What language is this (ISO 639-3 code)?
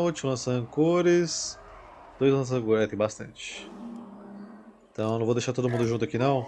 por